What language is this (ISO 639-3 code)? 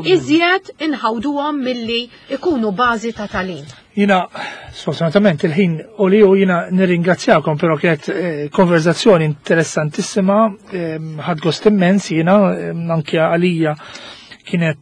mlt